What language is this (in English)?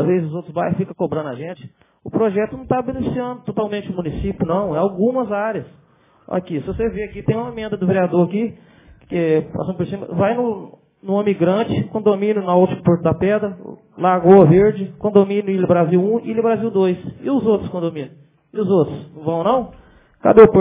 Portuguese